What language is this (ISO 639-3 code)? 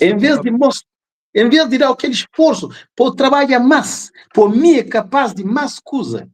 kea